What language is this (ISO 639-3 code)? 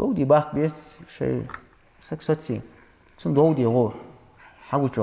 inh